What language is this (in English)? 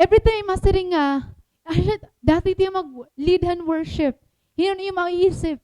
Waray